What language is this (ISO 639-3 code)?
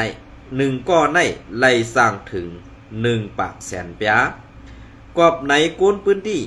shn